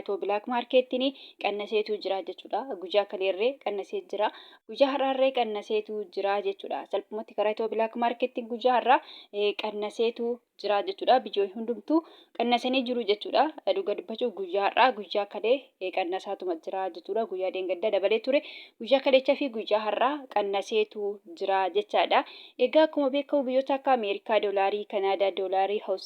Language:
Oromo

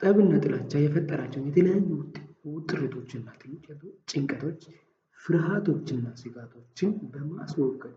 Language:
Amharic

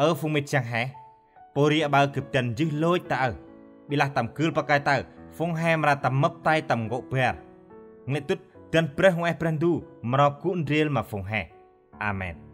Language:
Central Mnong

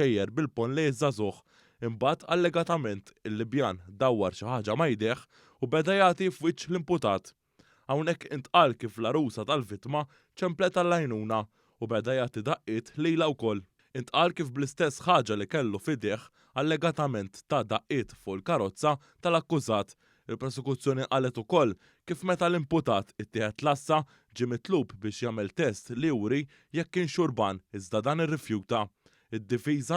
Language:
Maltese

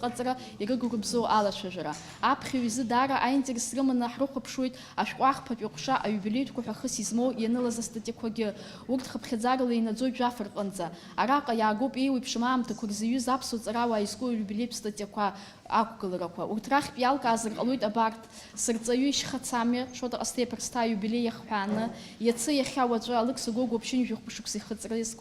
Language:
Abkhazian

